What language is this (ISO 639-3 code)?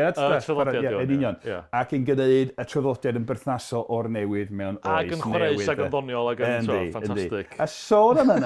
cym